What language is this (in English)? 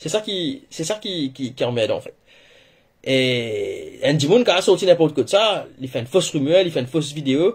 Morisyen